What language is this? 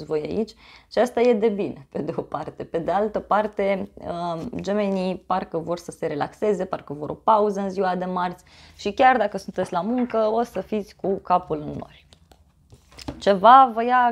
Romanian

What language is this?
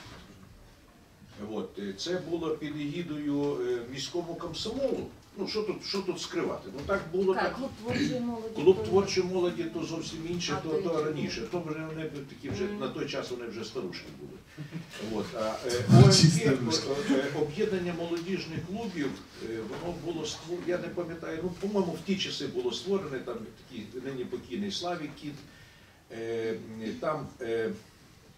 Ukrainian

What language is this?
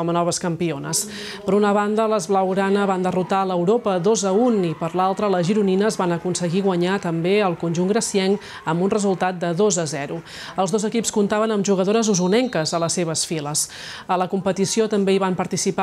Catalan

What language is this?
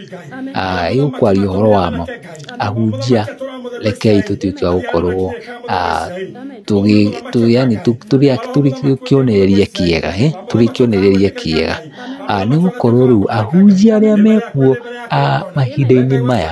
Kikuyu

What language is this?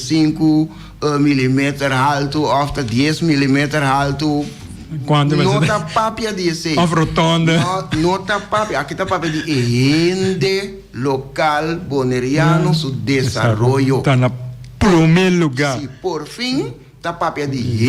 Papiamento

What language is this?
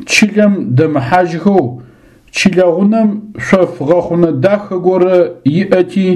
Adyghe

